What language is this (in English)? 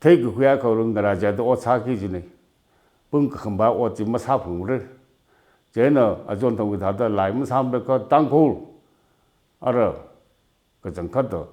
Tangkhul Naga (India)